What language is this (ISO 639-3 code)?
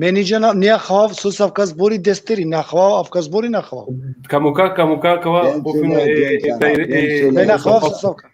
rmn